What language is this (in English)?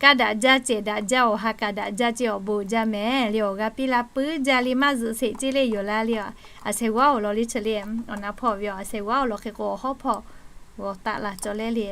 Lahu